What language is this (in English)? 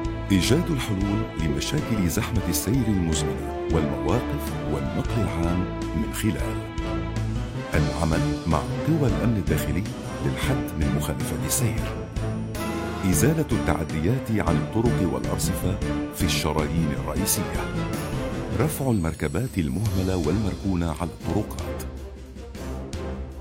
North Levantine Arabic